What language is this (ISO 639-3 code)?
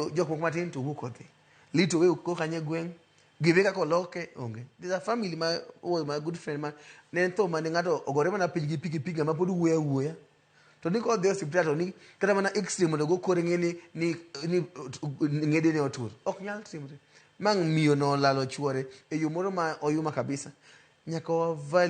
luo